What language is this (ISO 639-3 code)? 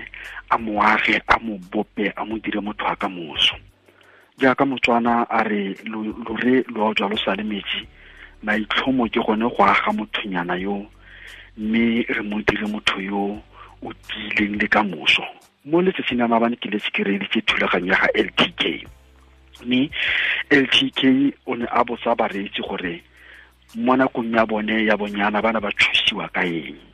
tsn